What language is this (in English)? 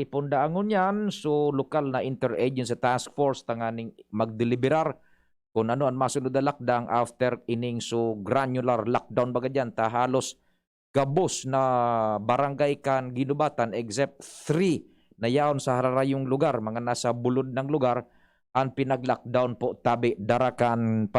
Bikol